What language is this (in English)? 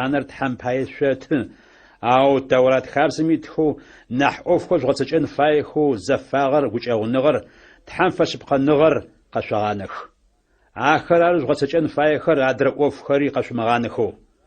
Adyghe